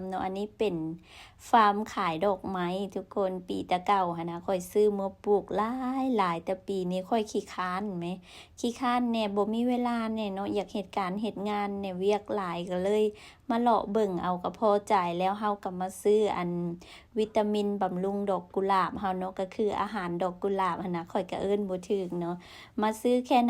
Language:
Lao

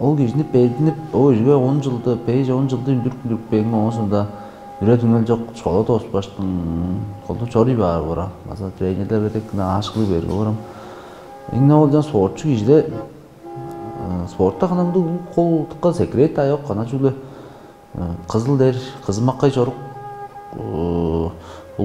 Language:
Tuvinian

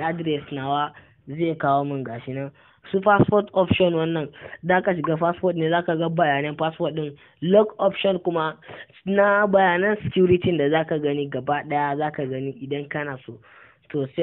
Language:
Hausa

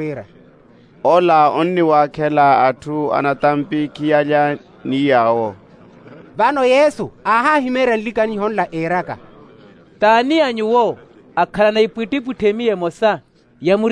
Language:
Makhuwa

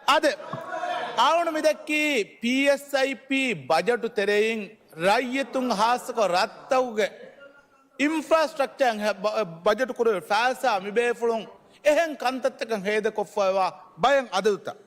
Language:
Divehi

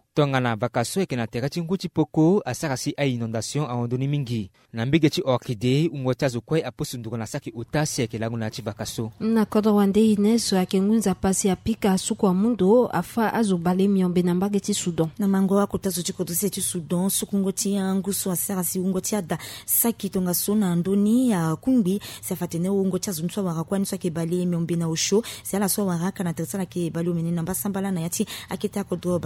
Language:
Sango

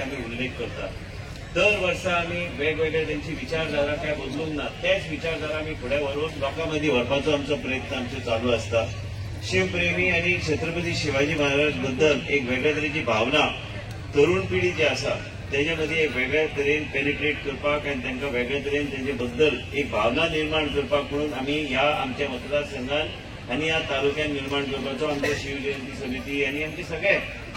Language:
Konkani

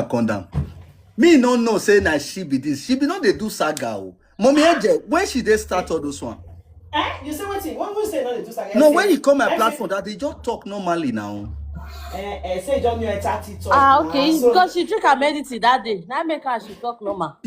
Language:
Nigerian Pidgin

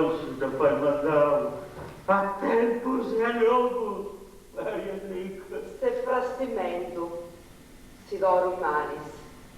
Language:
Sardinian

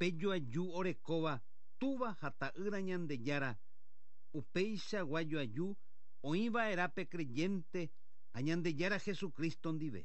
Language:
Guarani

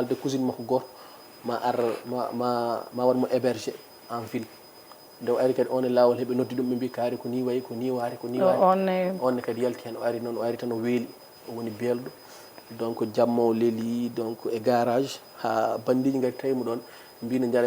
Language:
Fula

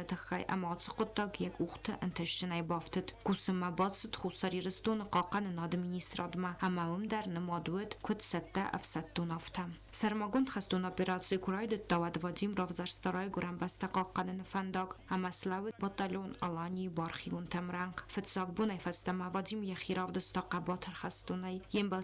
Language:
Ossetic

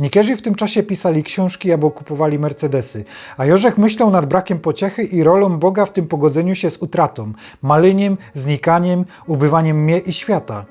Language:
Silesian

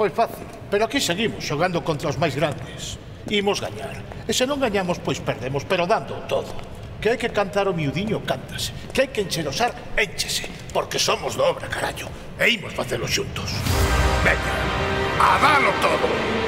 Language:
Galician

